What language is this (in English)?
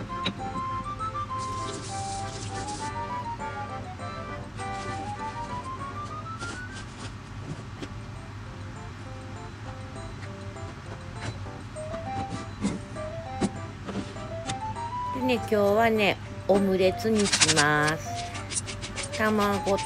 Japanese